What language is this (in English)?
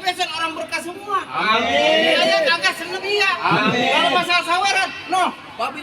Betawi